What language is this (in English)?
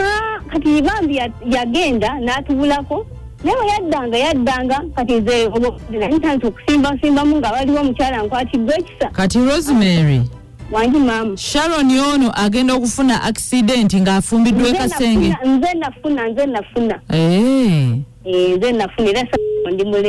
Ganda